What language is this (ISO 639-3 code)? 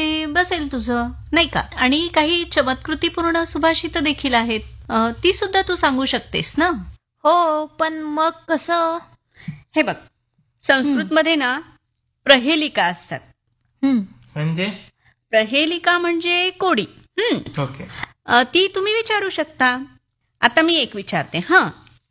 mar